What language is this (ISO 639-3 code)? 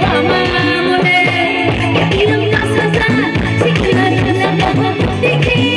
trp